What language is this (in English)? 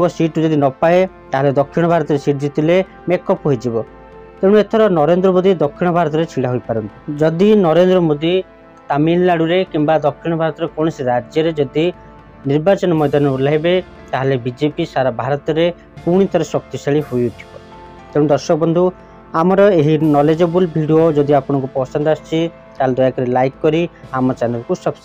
Odia